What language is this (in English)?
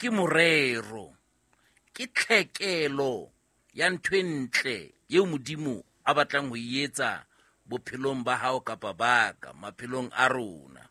Southern Sotho